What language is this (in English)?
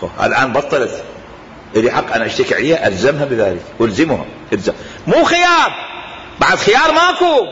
Mesopotamian Arabic